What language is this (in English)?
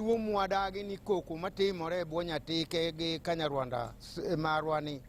Luo (Kenya and Tanzania)